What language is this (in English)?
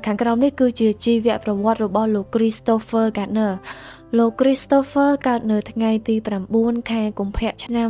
Khmer